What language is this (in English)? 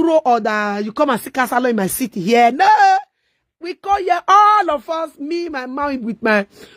Nigerian Pidgin